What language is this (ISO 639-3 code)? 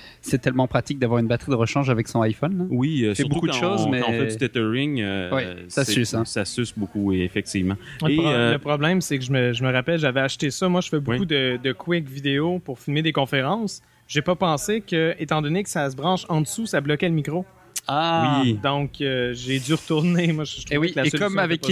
fra